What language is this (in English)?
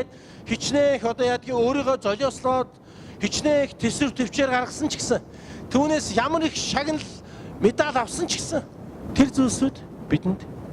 Mongolian